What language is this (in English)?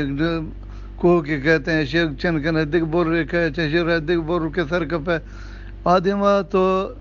Eastern Balochi